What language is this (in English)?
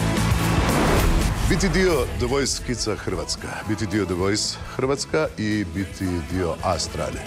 Croatian